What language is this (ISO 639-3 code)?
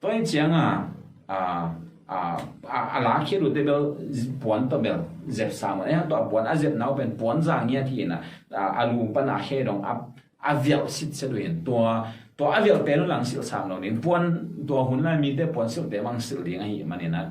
ctd